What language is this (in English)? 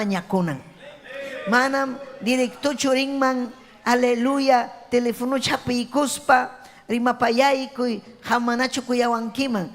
Ayacucho Quechua